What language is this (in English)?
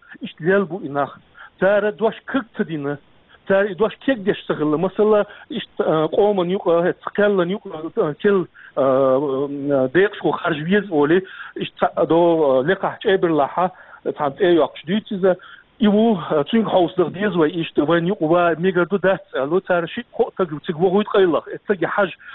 Chechen